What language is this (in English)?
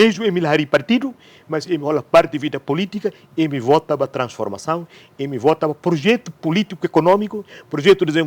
Tetum